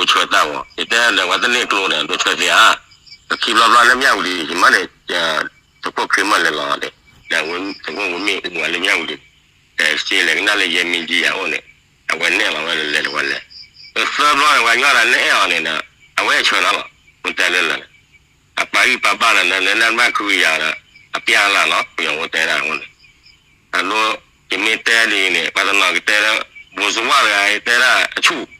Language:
S'gaw Karen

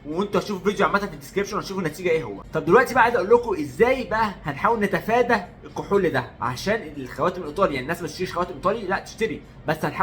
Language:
Egyptian Arabic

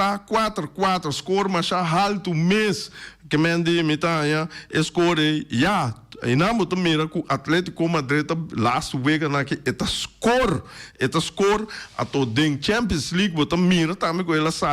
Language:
Papiamento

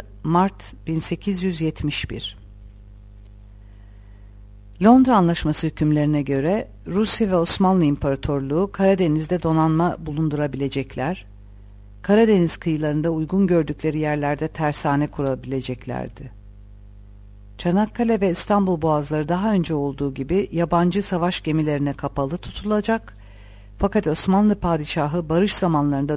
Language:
Turkish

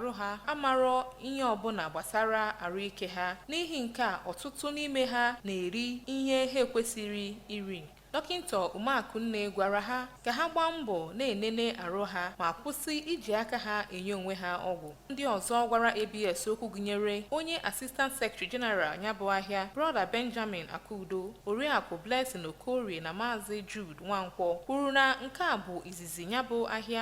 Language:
Igbo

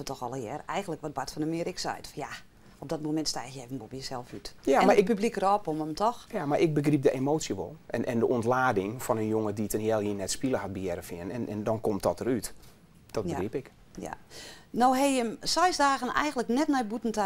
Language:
Western Frisian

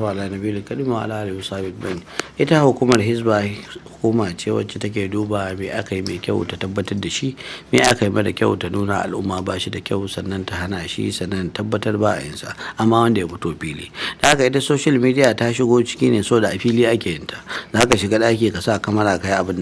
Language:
Hausa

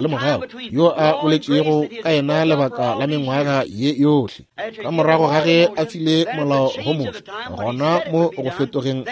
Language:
Northern Sotho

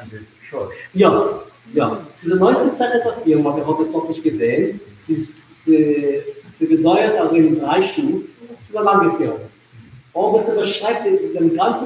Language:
Yiddish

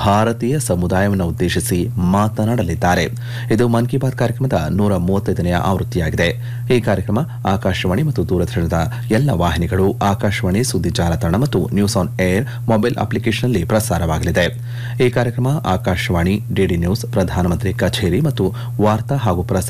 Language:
Kannada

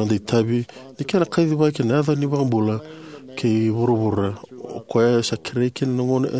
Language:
Fijian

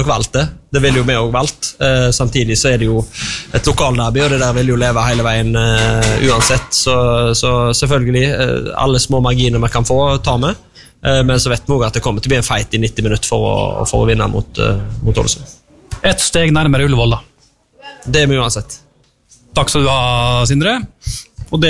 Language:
Norwegian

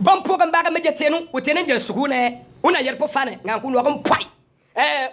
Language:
Bimoba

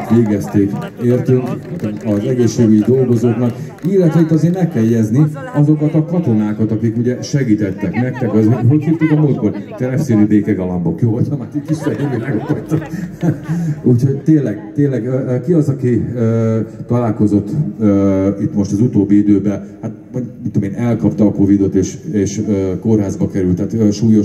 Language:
Hungarian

